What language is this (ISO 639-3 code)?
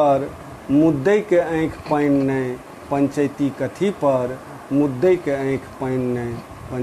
mai